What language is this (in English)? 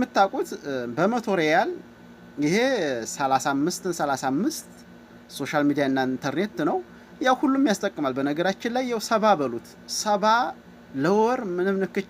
Amharic